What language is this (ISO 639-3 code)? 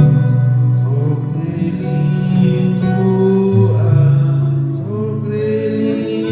kek